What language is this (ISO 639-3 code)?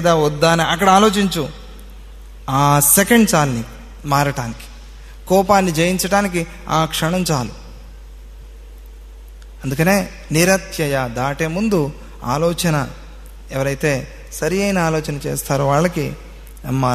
tel